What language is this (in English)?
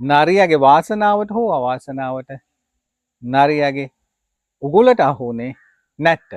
Sinhala